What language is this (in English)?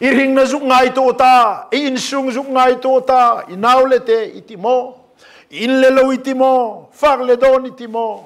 Hmar